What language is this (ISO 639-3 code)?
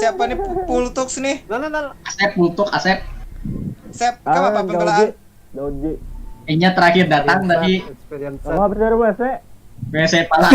bjn